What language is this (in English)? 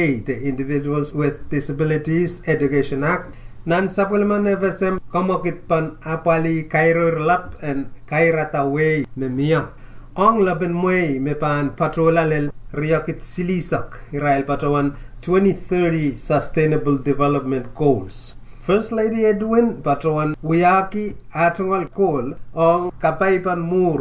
Pohnpeian